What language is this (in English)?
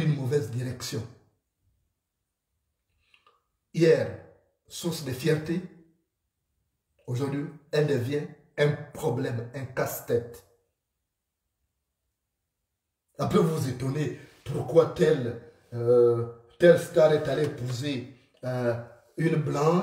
French